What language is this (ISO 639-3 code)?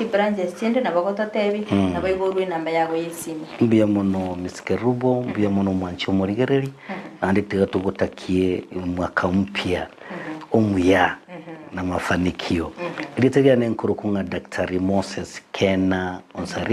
guz